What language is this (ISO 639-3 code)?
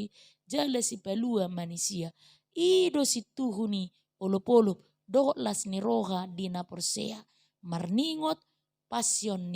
bbc